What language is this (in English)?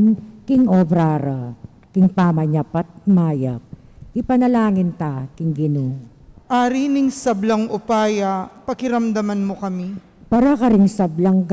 Pampanga